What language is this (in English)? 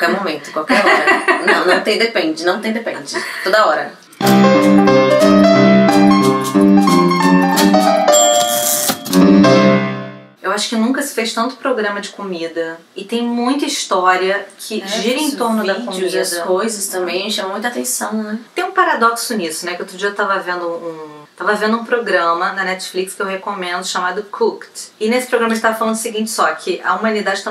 Portuguese